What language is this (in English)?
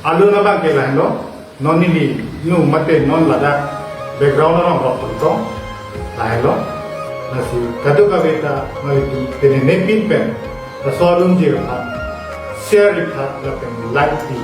Karbi